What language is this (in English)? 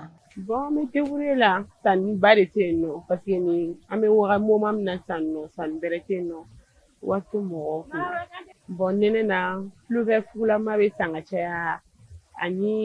Bambara